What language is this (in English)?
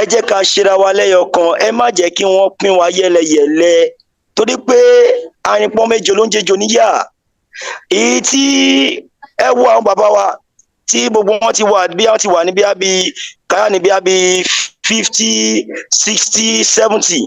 Yoruba